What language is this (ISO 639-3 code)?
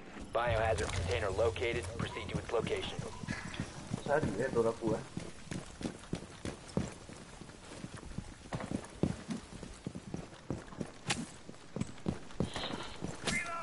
msa